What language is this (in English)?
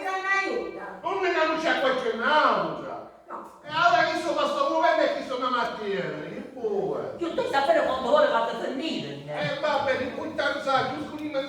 Sicilian